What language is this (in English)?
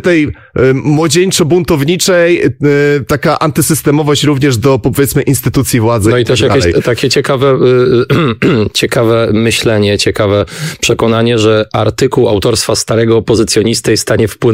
Polish